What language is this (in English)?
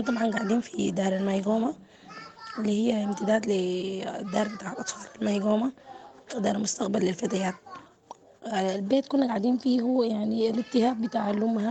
Sudanese Arabic